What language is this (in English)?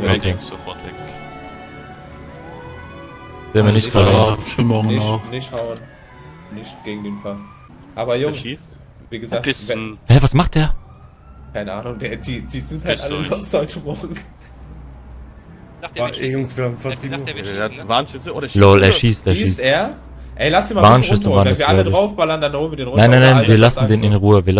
German